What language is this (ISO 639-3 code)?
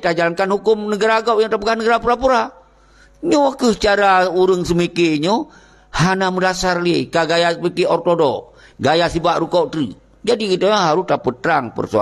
ace